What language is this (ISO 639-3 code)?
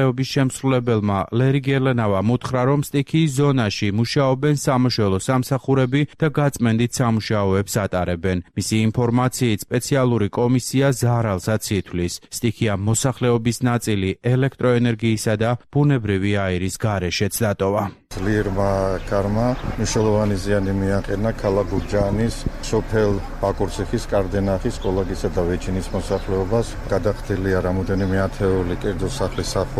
kat